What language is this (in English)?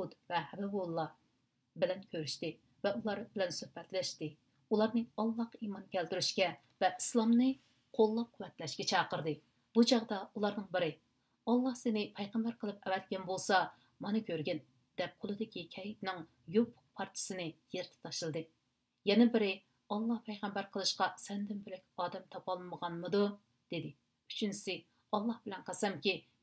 Uyghur